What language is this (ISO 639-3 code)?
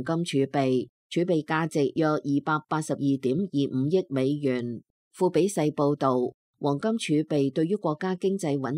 yue